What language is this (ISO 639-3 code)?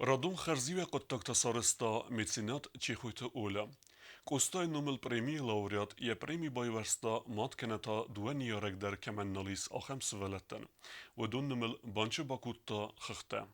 oss